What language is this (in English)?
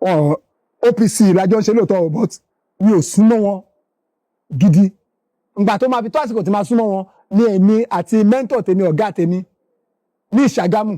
Yoruba